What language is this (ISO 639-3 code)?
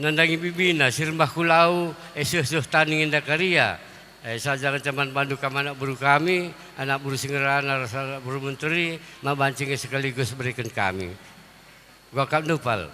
btx